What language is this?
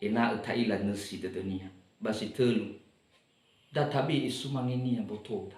Nias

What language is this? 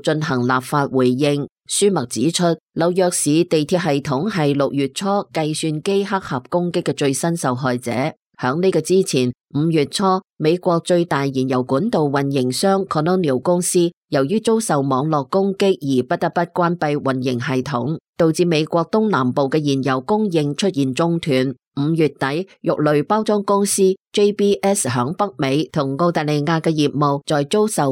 Cantonese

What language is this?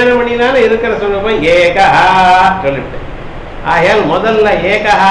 Tamil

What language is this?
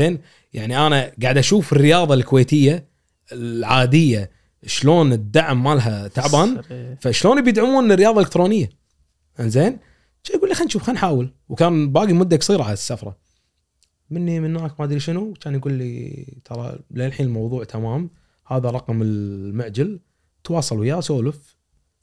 Gulf Arabic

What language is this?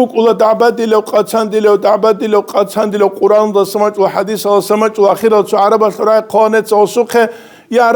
Avaric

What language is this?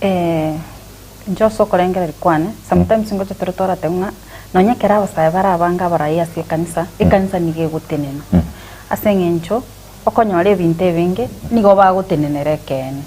Gusii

